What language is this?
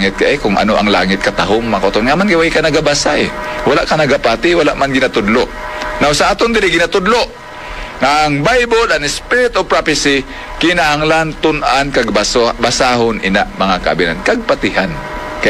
Hiligaynon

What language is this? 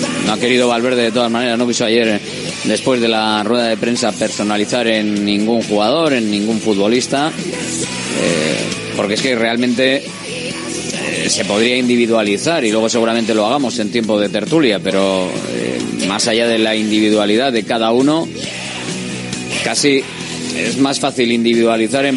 Spanish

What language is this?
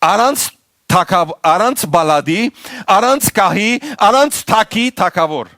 Western Armenian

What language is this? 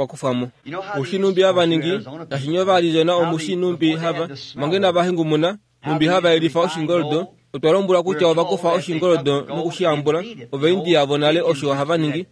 Kuanyama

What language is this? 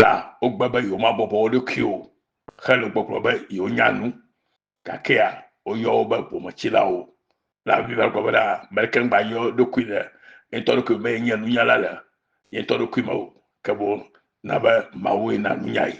Ewe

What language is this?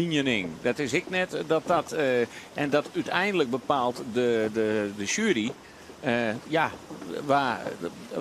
Western Frisian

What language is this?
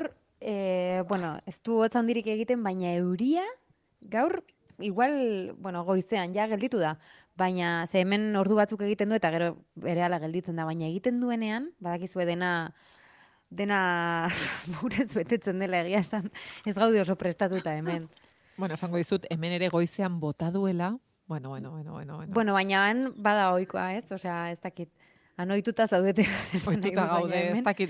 Basque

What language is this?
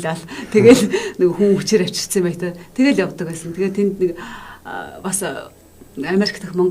Mongolian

